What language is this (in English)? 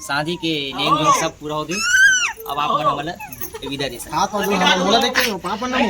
Chhattisgarhi